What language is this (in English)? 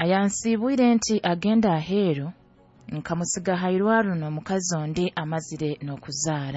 Nyoro